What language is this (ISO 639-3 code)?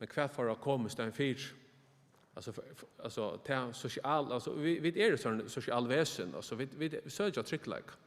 fao